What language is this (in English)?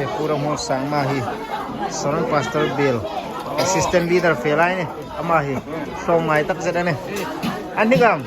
Hmar